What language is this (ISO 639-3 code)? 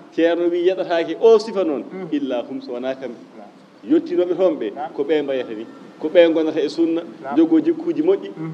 ful